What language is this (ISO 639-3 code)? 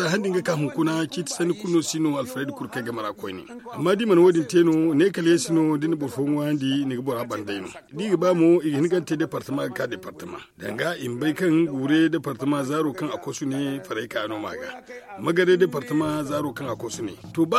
dje